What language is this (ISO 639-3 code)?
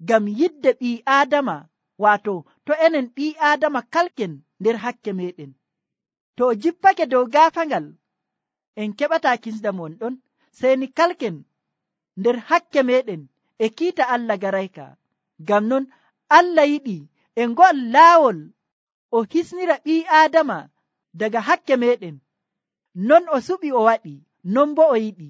fuv